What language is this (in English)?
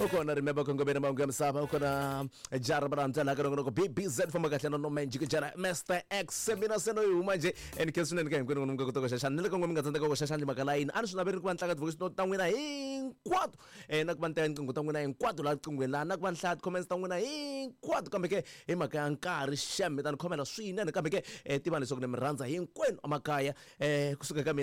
Tsonga